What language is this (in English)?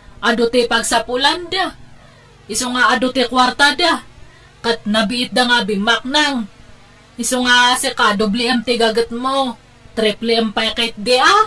Iloko